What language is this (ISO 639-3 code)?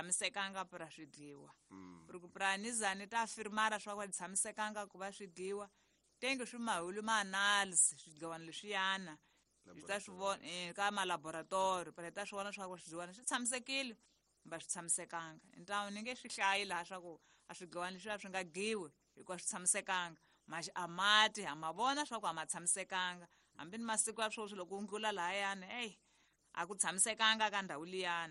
tso